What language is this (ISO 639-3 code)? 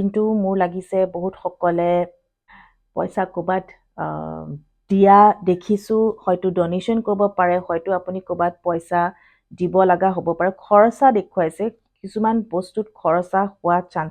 asm